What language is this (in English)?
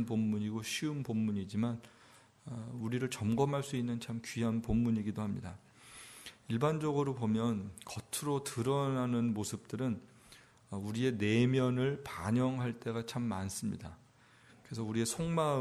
Korean